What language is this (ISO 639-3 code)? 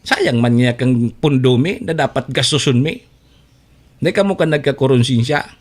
bik